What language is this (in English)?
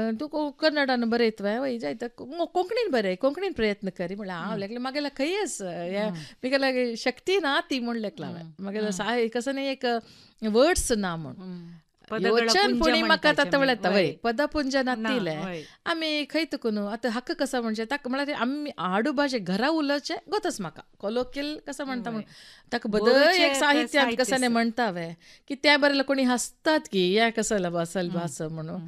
Konkani